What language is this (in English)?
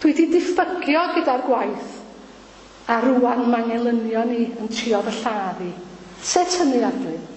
Welsh